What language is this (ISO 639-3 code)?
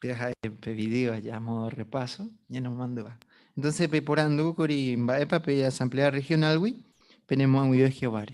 grn